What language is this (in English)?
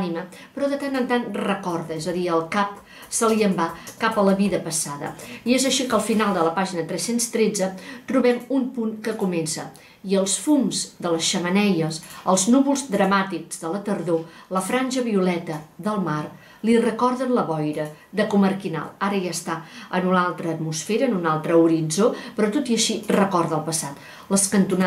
Catalan